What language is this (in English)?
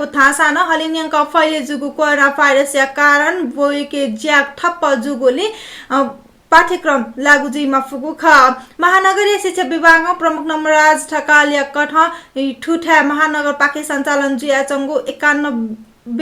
Newari